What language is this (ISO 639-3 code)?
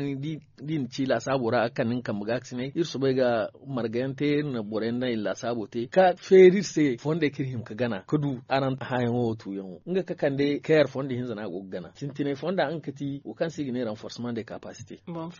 dje